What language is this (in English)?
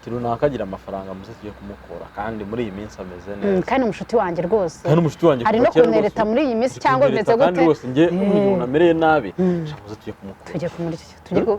Kinyarwanda